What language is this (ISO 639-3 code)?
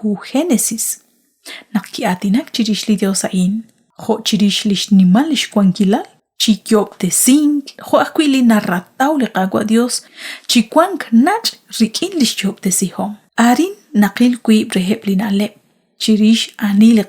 kek